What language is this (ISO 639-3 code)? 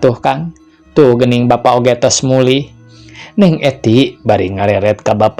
sun